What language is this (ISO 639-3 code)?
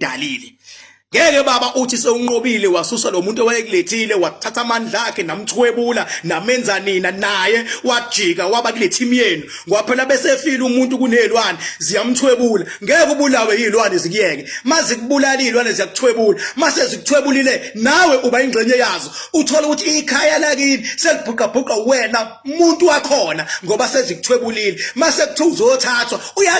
zul